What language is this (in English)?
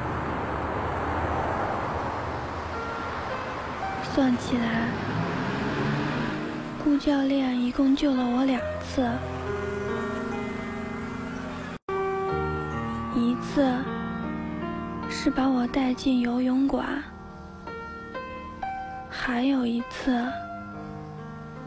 Chinese